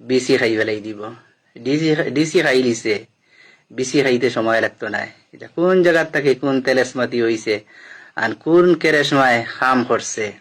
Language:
Sylheti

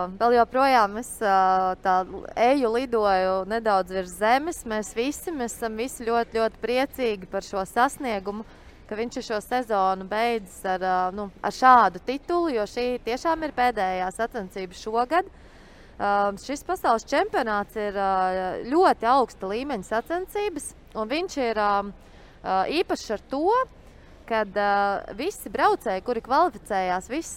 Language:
Latvian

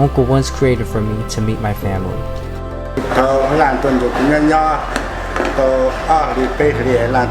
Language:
Hmong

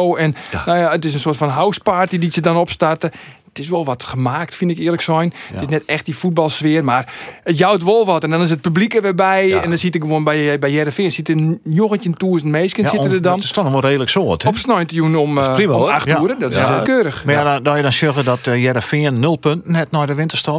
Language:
Western Frisian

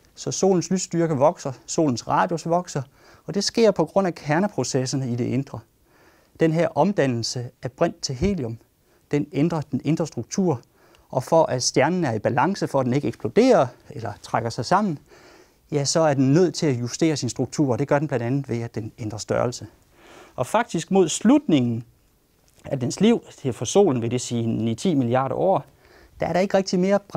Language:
Danish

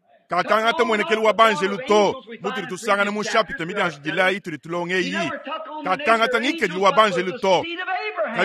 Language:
Luba-Lulua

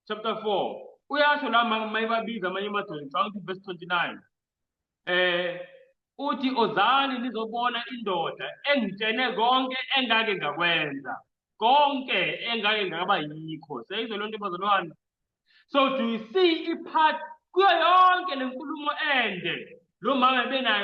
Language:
Zulu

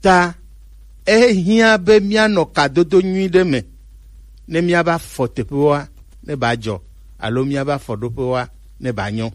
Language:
Gen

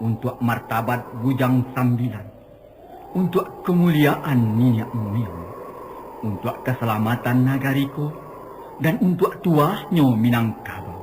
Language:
Minangkabau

